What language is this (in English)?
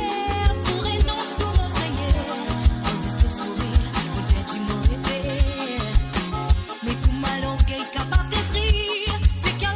Morisyen